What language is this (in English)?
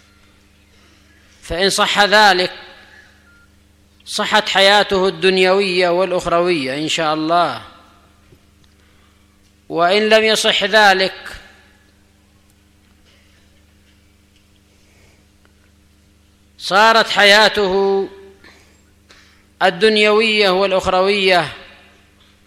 Arabic